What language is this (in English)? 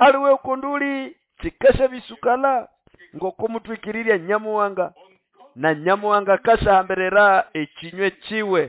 Nande